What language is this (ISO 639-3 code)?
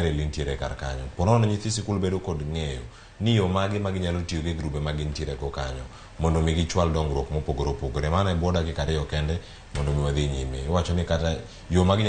luo